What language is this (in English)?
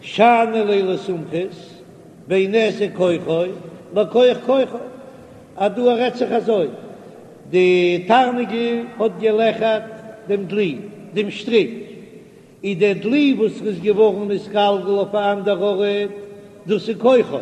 Yiddish